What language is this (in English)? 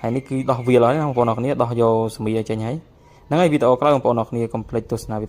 Khmer